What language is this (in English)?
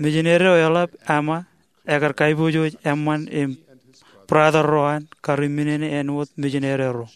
Marshallese